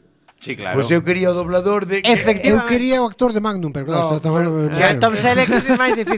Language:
Galician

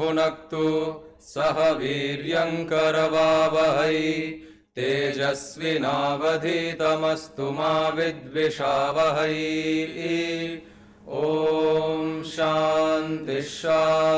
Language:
Sanskrit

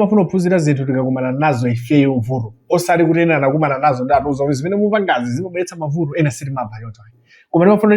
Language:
Nyanja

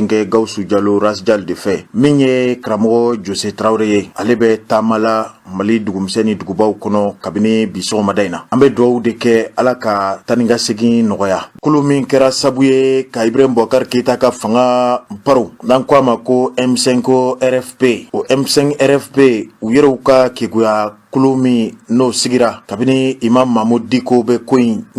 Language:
Bambara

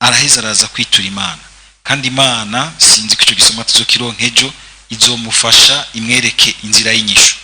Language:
Rundi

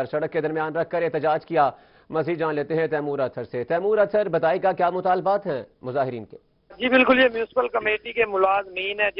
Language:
Urdu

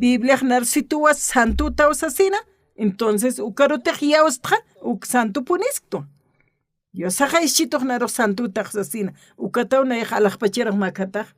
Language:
Aymara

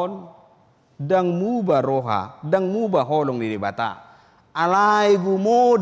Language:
Batak Toba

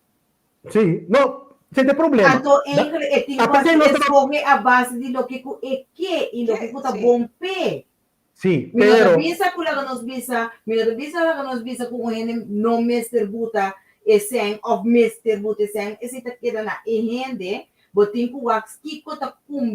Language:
Papiamento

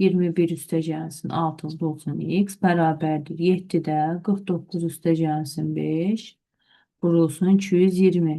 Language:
Azerbaijani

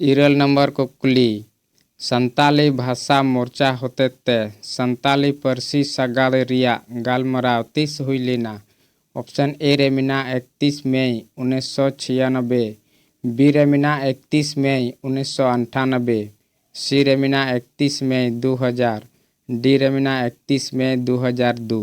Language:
Santali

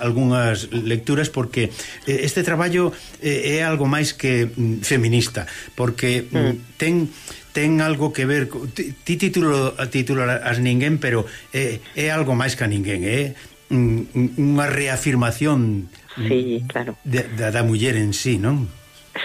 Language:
Galician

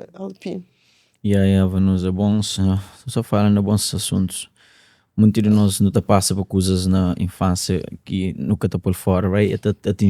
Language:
Kabuverdianu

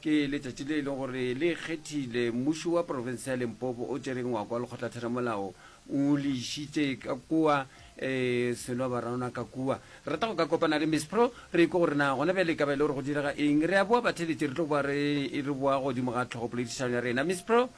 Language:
Northern Sotho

